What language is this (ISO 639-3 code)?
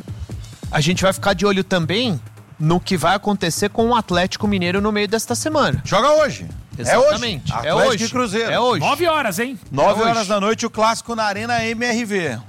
por